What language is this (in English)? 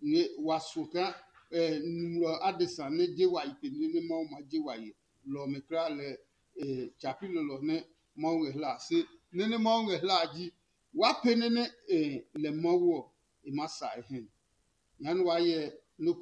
Adangme